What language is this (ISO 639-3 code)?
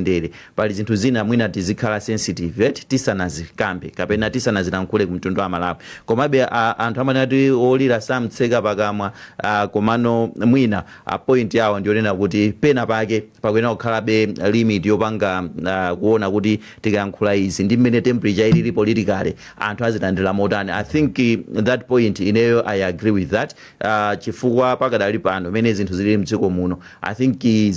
nya